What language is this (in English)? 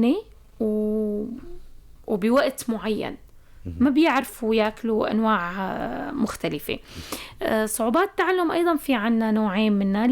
North Levantine Arabic